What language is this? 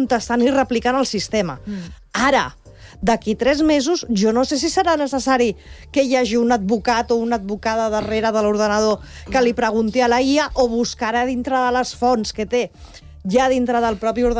Catalan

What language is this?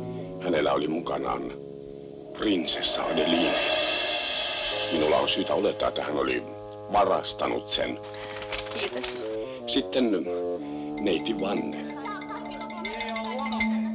Finnish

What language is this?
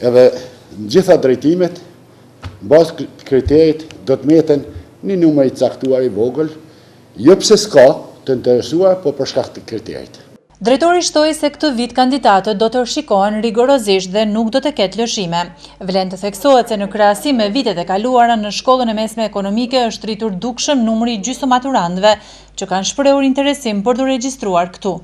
Albanian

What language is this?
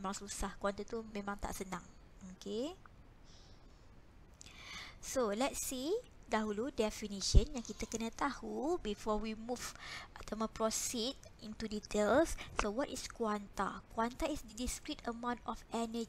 Malay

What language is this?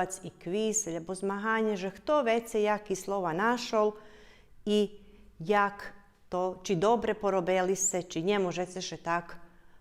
Rusyn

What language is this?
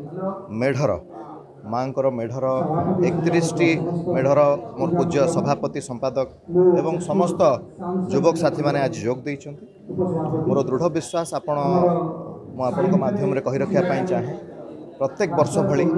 Odia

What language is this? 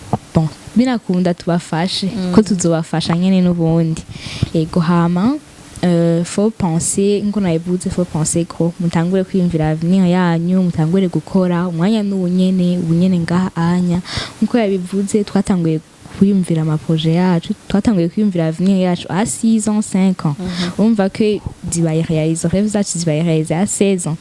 Rundi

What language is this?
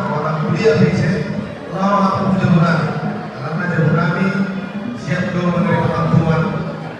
Batak Toba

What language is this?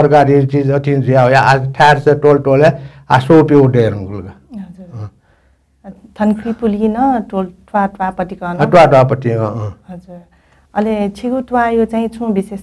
Newari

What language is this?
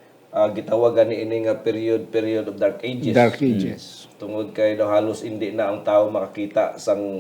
Hiligaynon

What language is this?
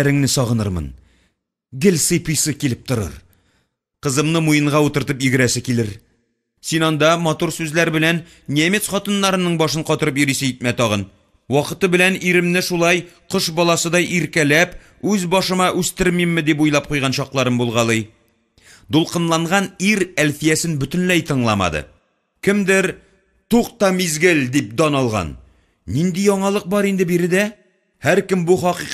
Tatar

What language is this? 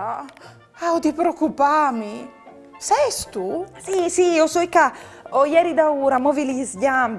Friulian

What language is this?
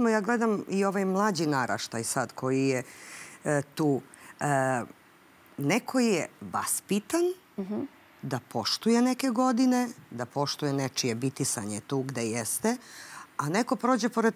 Serbian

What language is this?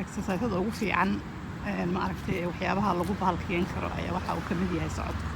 Somali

